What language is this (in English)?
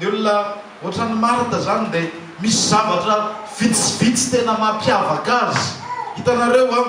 Malagasy